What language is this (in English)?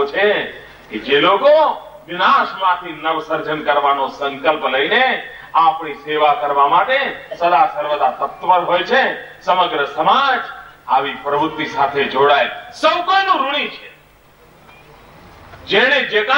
Gujarati